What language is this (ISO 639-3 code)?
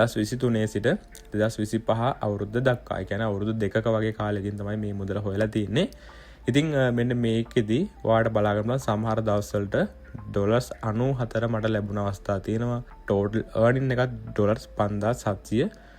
sin